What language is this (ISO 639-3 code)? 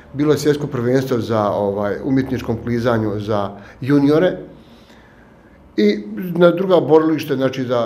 bos